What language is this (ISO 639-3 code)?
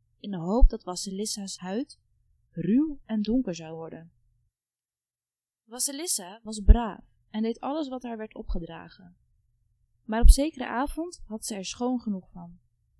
nld